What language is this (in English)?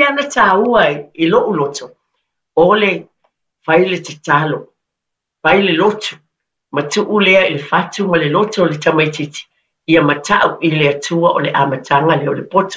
Samoan